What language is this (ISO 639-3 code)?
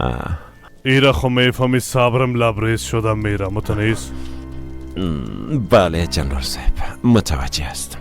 fas